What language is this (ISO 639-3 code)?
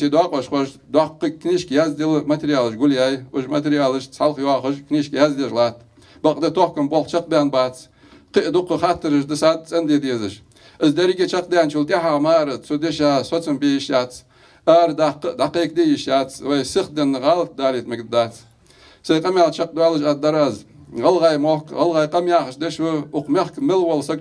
inh